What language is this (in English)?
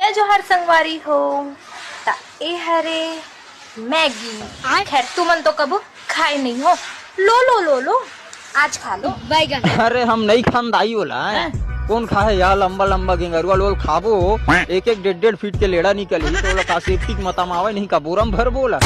Chhattisgarhi